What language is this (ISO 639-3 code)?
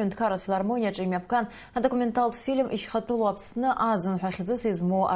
abk